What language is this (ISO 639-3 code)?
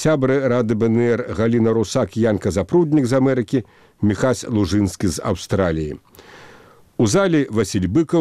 bel